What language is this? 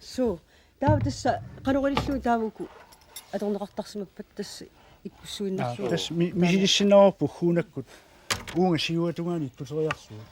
Kalaallisut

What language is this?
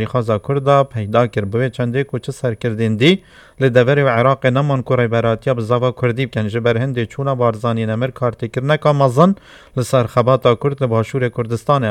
Kurdish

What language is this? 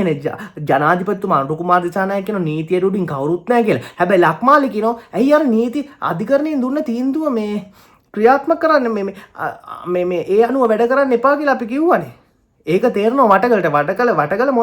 Sinhala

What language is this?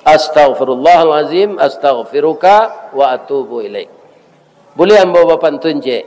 Minangkabau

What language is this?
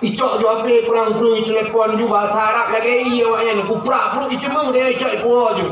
Achinese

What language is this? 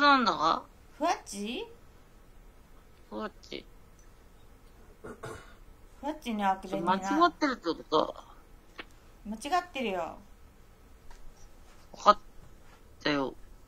Japanese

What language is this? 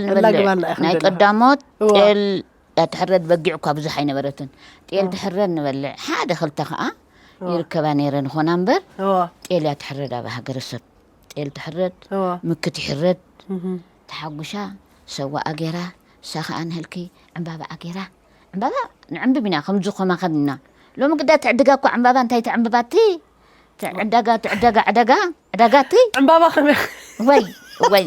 Tigrinya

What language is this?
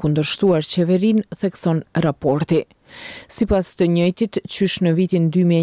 Albanian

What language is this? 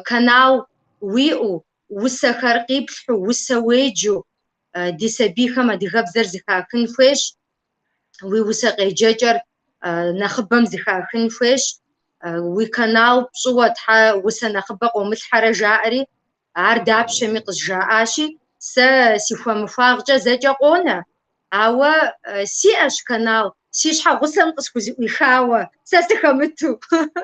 Kabardian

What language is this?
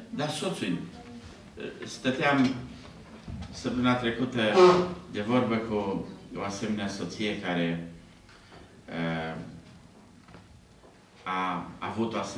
Romanian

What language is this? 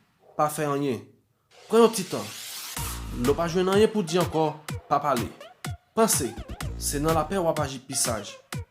Haitian Creole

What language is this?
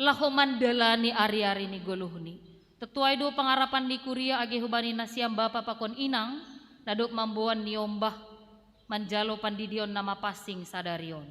Batak Simalungun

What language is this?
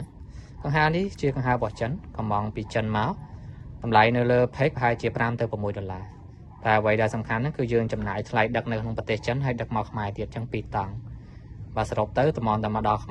Khmer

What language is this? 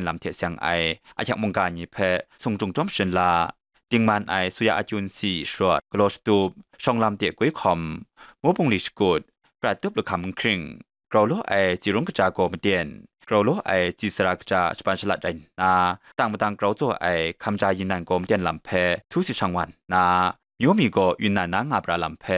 Kachin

